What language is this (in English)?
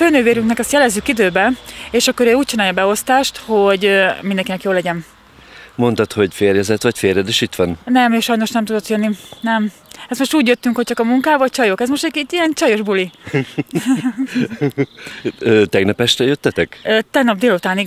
Hungarian